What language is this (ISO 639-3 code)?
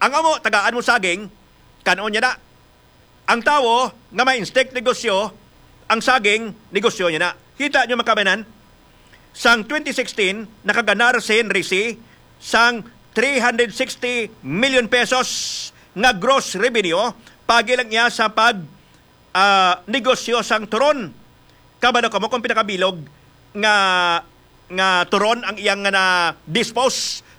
hil